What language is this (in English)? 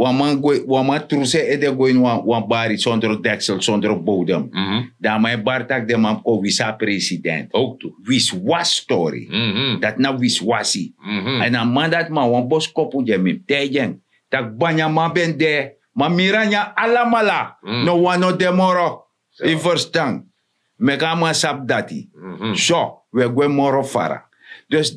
Sranan Tongo